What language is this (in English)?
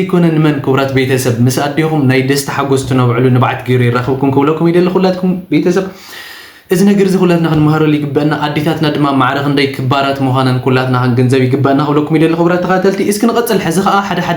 Tigrinya